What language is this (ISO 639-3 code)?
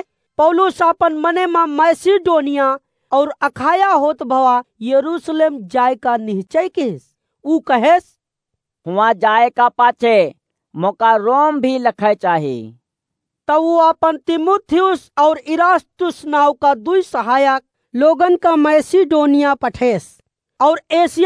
awa